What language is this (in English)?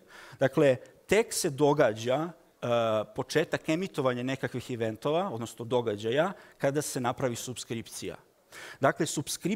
Serbian